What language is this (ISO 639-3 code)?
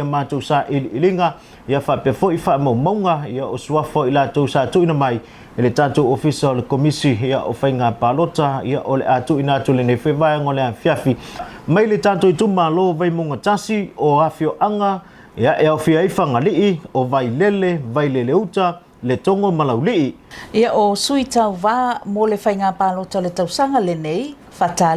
smo